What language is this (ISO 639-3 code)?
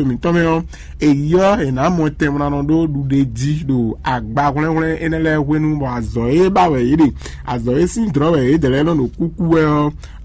fon